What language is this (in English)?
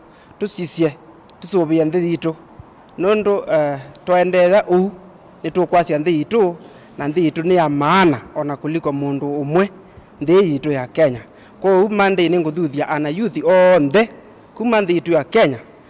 Kamba